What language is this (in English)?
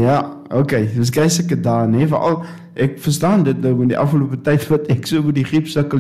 Afrikaans